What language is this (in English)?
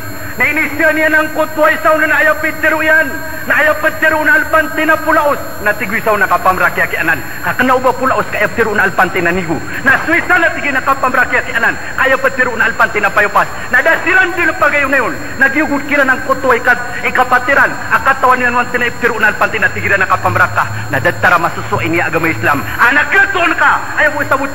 Maranao